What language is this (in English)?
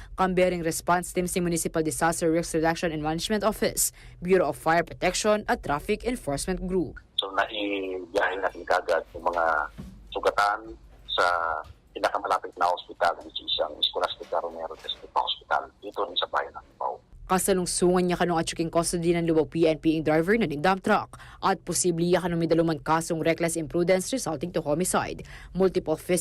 Pampanga